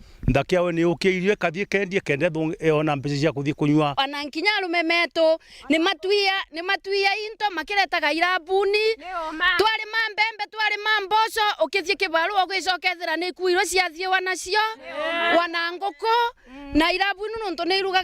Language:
Meru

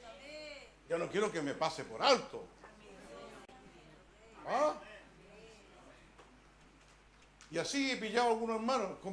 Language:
Spanish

